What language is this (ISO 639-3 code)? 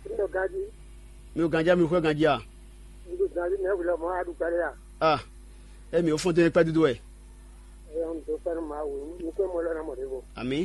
fon